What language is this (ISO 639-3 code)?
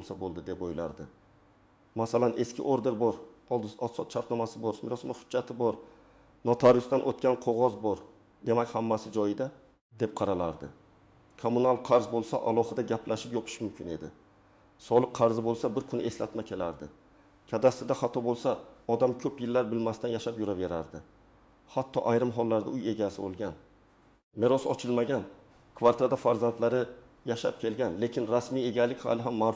uzb